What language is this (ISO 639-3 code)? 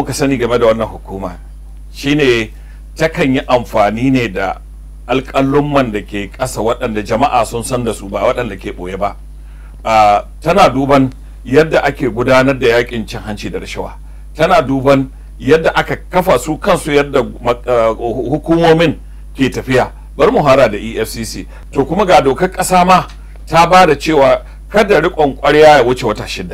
hau